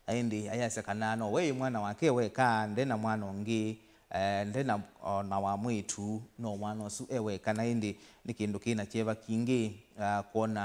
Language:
Kamba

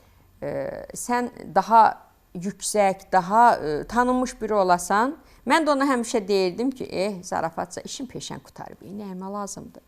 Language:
Azerbaijani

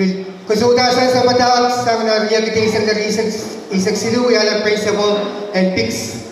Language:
Pohnpeian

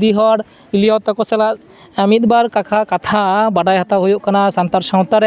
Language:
Santali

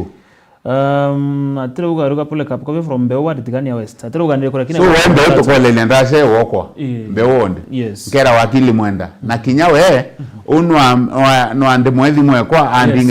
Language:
Meru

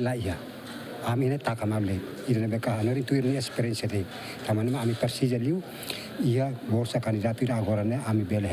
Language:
Tetum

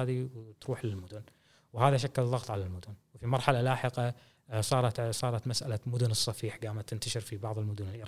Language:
Gulf Arabic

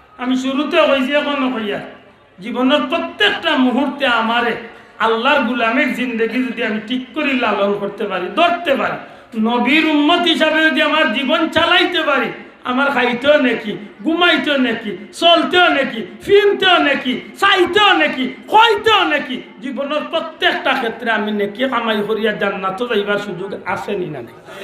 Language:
Sylheti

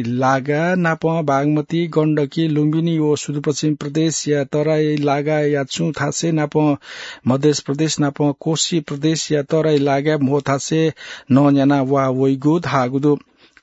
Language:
Newari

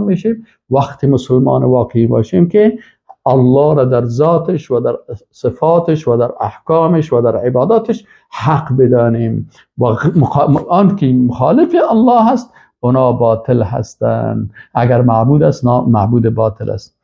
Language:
Persian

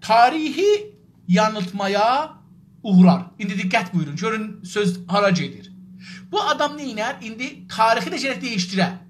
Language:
South Azerbaijani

